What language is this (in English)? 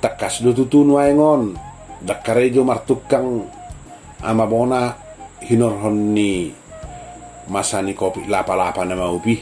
Batak Toba